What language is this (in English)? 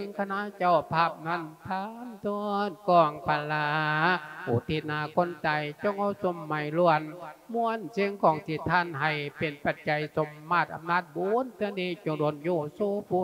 Lao